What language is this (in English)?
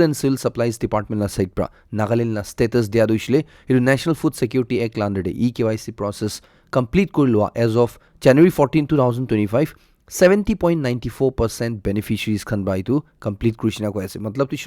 Naga Pidgin